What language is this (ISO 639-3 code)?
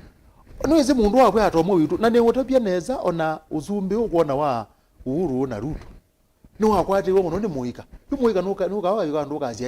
kam